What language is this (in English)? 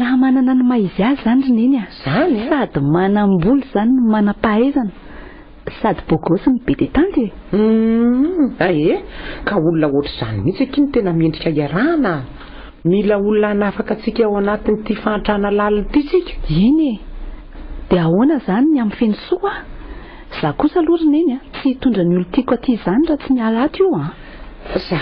Malagasy